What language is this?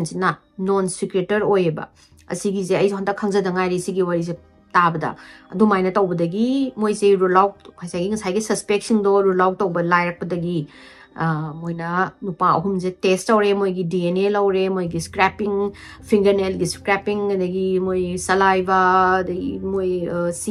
Manipuri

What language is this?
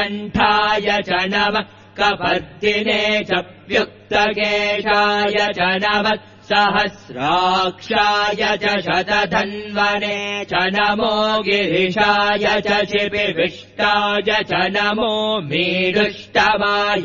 Sanskrit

